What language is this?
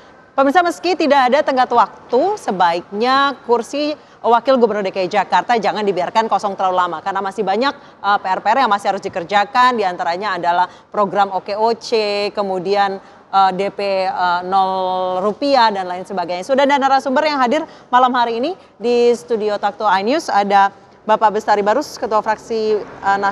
Indonesian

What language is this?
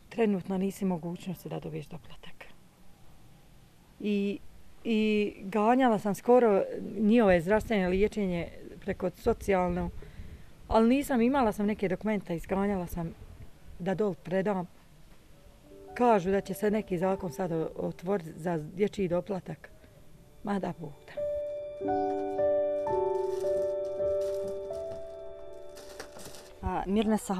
Bosnian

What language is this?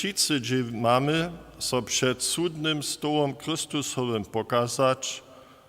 Upper Sorbian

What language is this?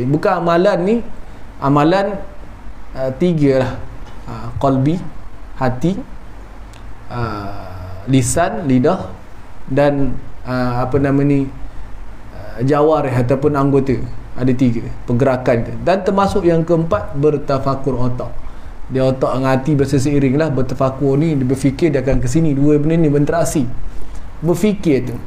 Malay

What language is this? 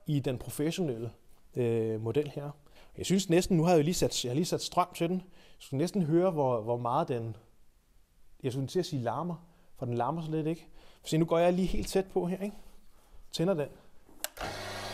Danish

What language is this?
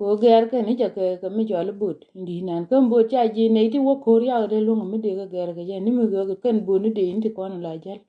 Nuer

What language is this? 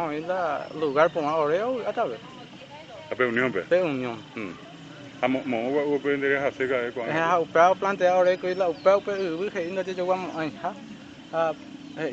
Guarani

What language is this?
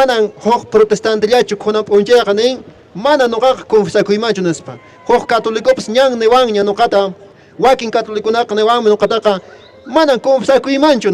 Quechua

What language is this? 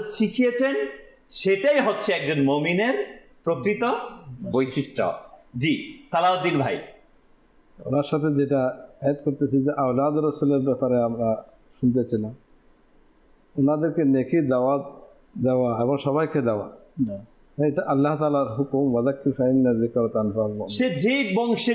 Bangla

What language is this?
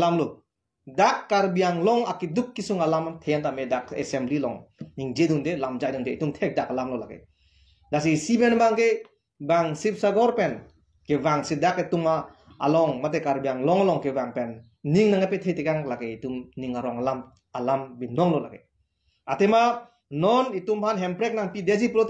Karbi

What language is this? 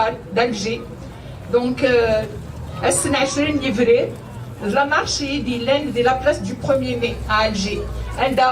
Kabyle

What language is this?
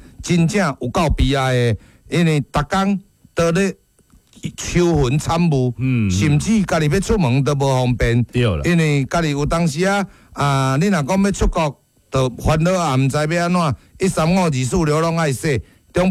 Min Nan Chinese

